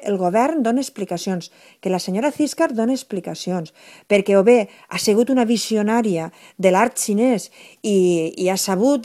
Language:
Catalan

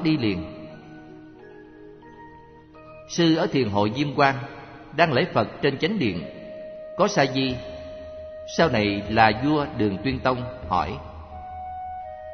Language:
Vietnamese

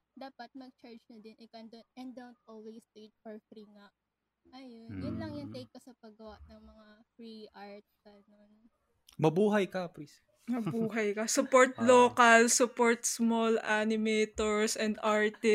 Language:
Filipino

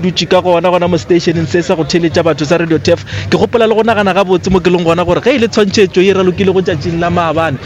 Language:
Northern Sotho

